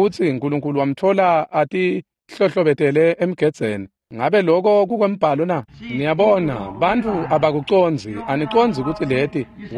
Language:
Swati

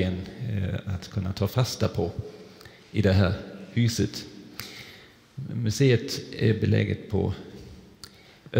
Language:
Swedish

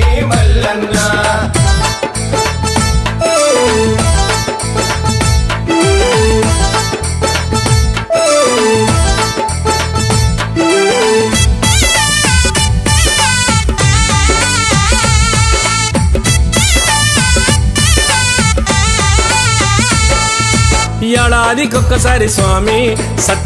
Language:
Telugu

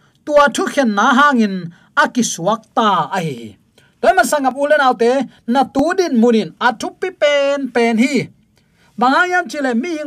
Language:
Tedim Chin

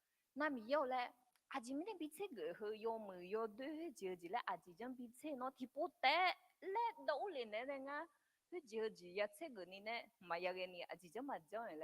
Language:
Akha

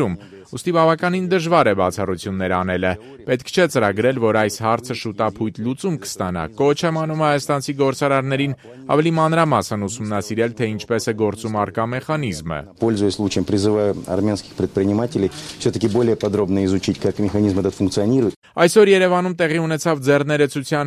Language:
Armenian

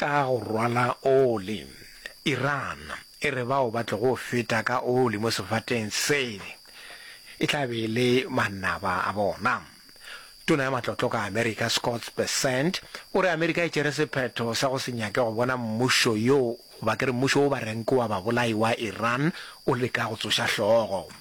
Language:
Northern Sotho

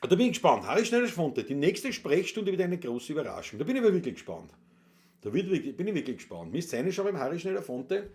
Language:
Bavarian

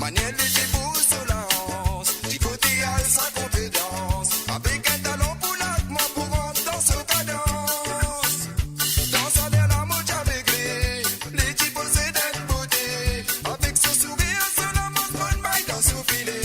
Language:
Morisyen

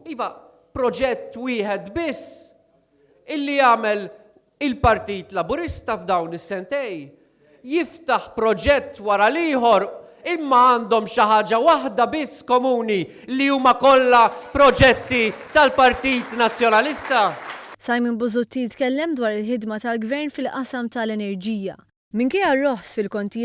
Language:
Maltese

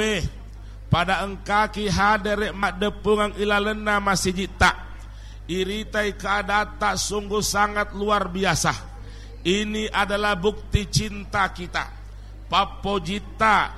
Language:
Buginese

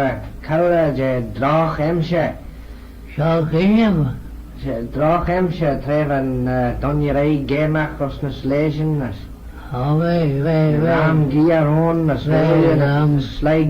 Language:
Manx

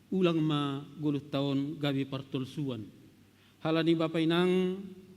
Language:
Batak Simalungun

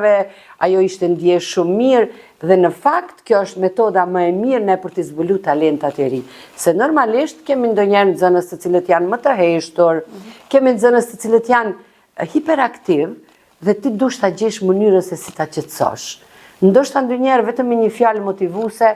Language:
Albanian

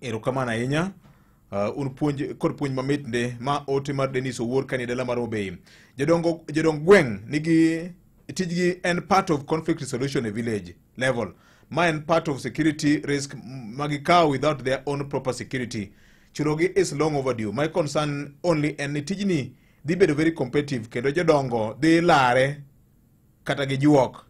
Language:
Luo (Kenya and Tanzania)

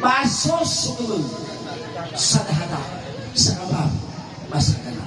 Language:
Nias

